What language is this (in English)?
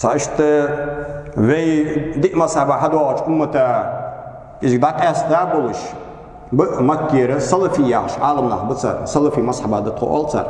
Ingush